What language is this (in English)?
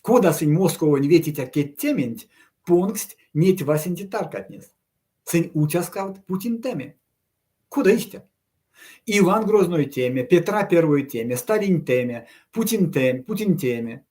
Erzya